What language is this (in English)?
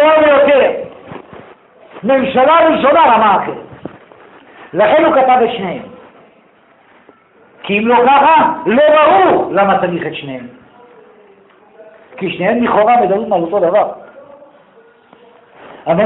Hebrew